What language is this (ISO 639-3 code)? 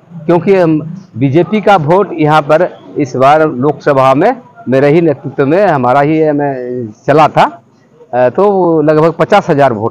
hin